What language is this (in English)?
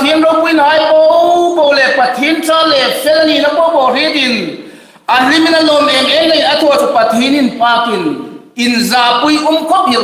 Hmar